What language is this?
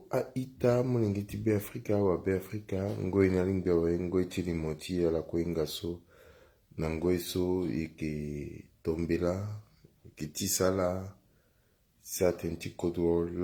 Sango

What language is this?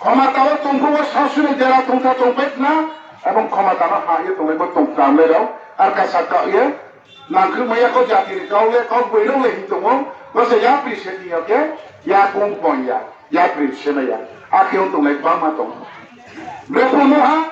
Riang (India)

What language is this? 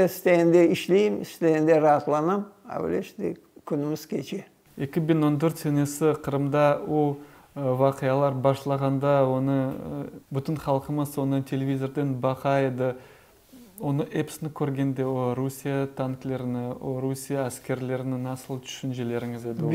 Crimean Tatar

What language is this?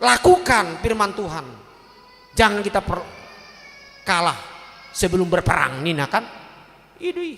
Batak Toba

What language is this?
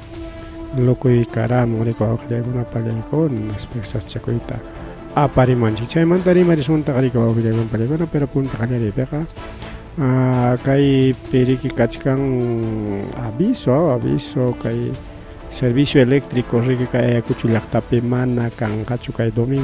Ayacucho Quechua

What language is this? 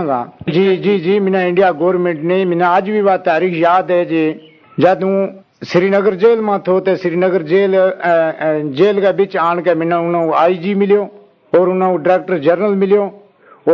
Gujari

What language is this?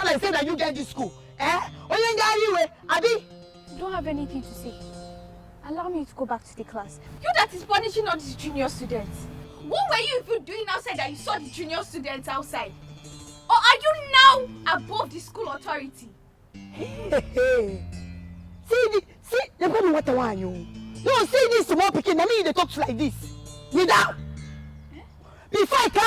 Nigerian Pidgin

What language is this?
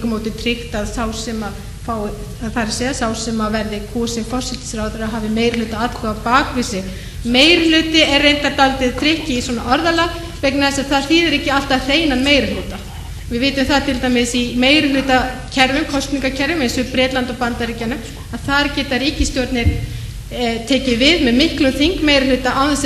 Icelandic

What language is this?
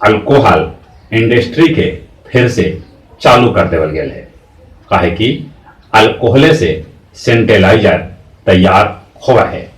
Magahi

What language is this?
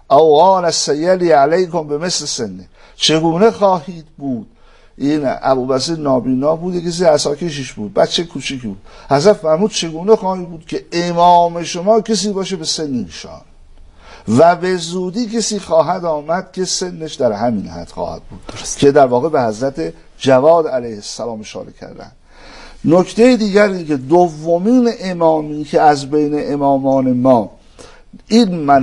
Persian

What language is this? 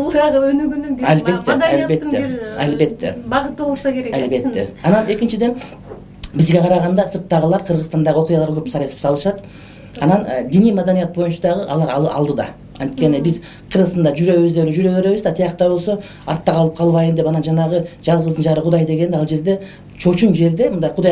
Kyrgyz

